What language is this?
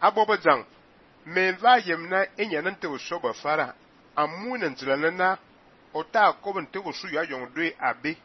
Fang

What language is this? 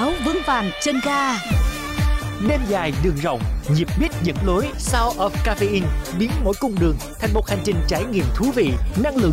Vietnamese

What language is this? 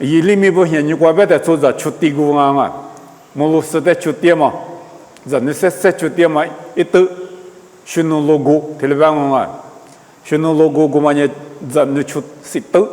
Lisu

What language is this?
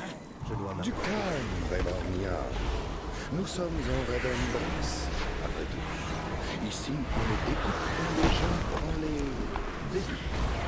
French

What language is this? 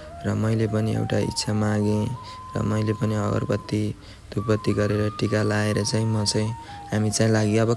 Nepali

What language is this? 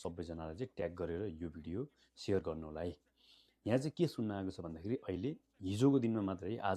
Nepali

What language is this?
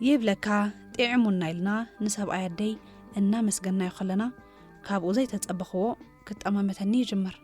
Tigrinya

